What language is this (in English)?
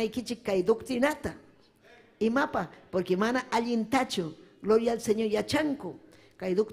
Ayacucho Quechua